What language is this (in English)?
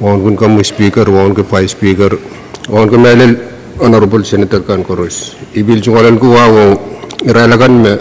Pohnpeian